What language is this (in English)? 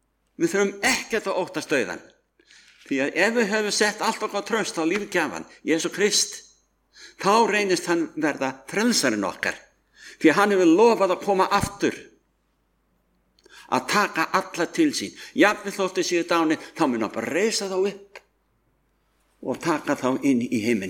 Icelandic